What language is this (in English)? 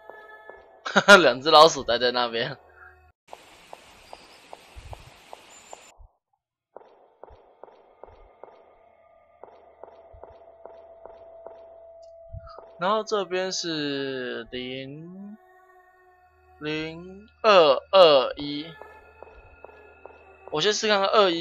Chinese